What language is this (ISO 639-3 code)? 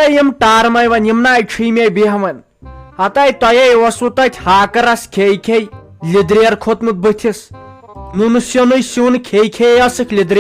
kas